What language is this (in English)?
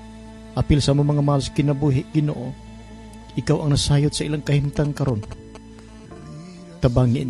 Cebuano